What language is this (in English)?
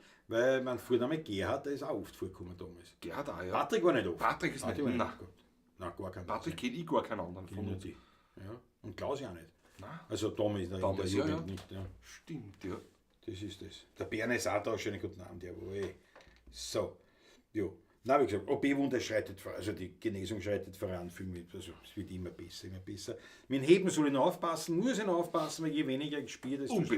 Bavarian